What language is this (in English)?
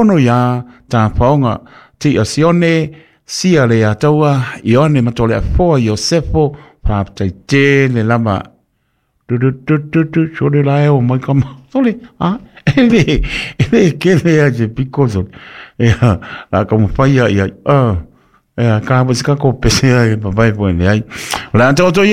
Samoan